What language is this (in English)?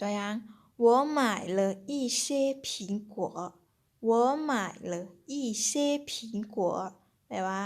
Lao